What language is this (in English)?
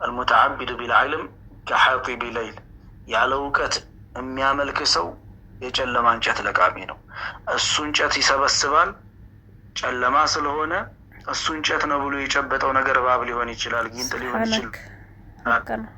Amharic